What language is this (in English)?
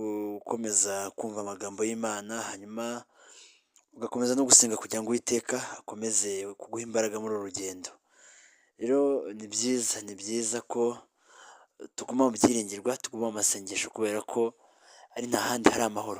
Kinyarwanda